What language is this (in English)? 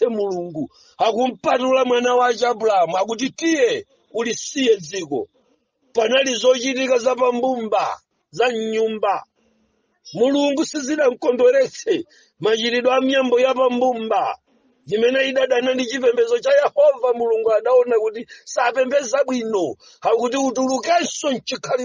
Nyanja